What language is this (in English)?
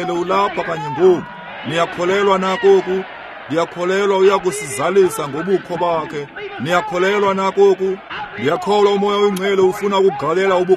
Xhosa